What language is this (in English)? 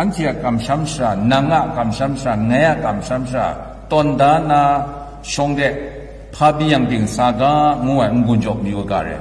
Kachin